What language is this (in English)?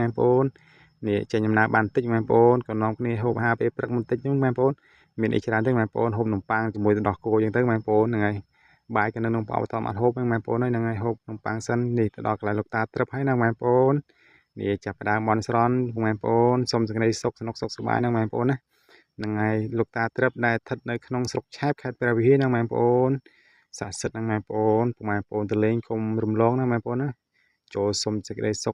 Khmer